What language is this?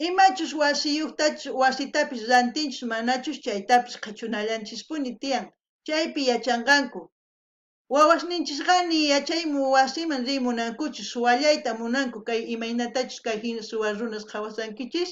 South Bolivian Quechua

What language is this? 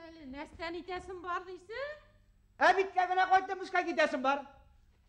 Bashkir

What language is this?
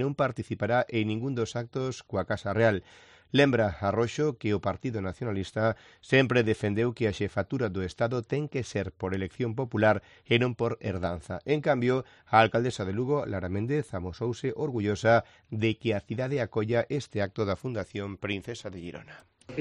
Galician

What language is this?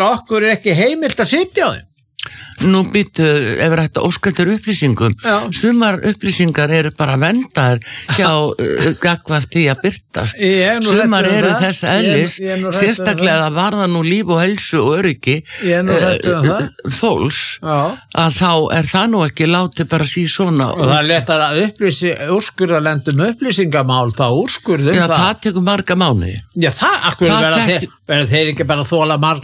Icelandic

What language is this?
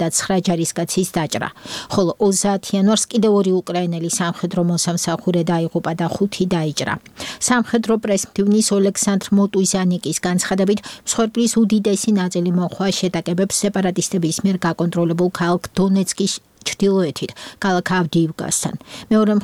Georgian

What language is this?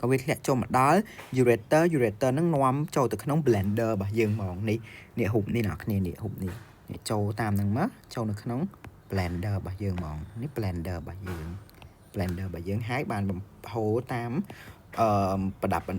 Khmer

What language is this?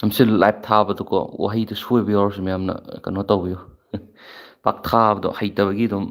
Manipuri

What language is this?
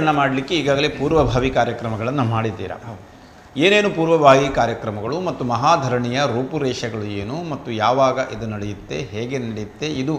Kannada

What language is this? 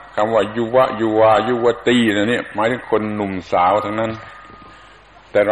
Thai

